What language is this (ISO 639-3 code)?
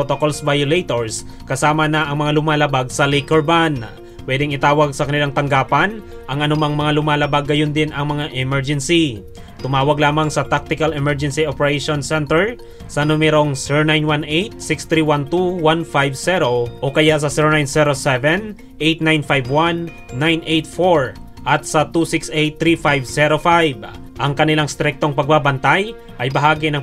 fil